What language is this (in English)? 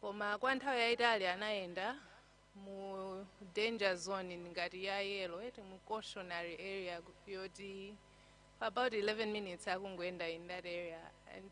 Nyanja